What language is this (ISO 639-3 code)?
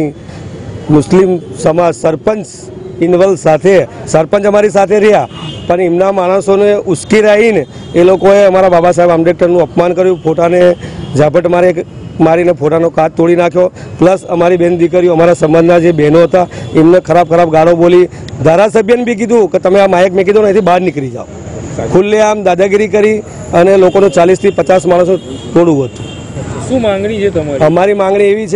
guj